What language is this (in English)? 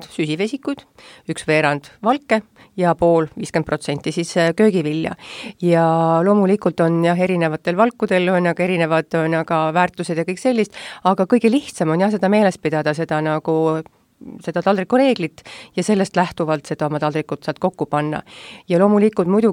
Estonian